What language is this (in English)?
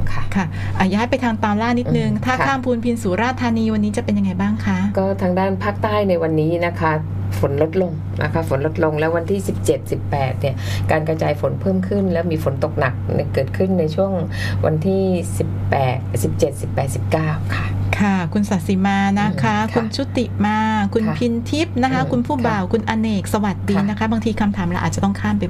Thai